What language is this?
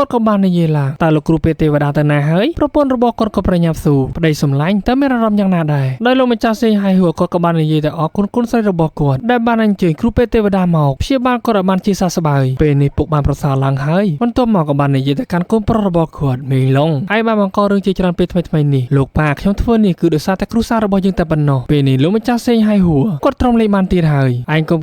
Khmer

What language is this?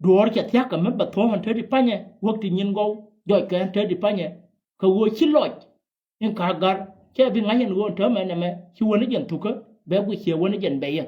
Nuer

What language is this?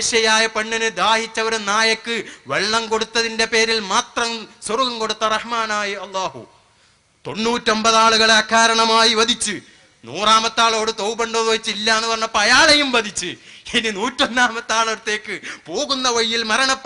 Malayalam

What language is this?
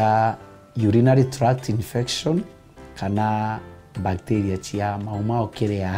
Meru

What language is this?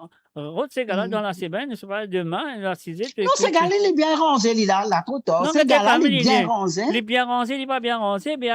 Morisyen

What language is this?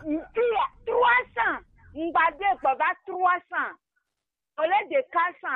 Gen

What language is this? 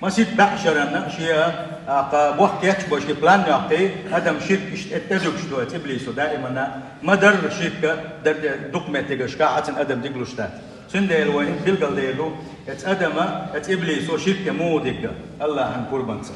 Chechen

